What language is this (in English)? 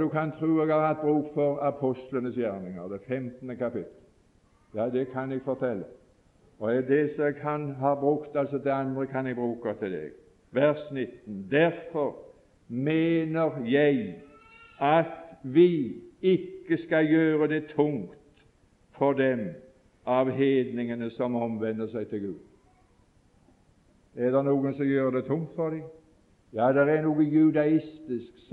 Norwegian